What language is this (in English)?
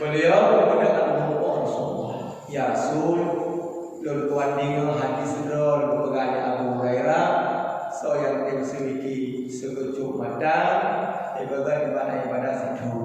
Achinese